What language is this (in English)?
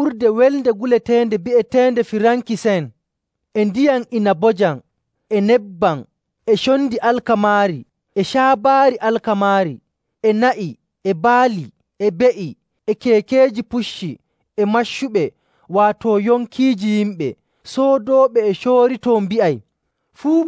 Nigerian Fulfulde